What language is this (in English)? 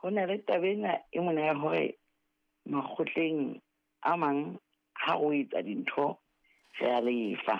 Southern Sotho